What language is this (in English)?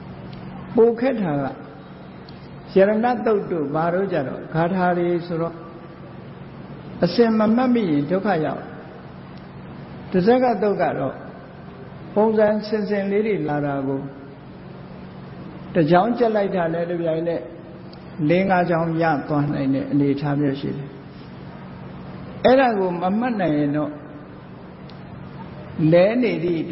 Burmese